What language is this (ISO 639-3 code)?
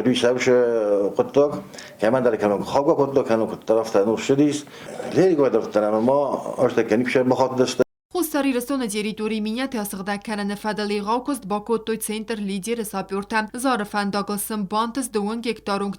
oss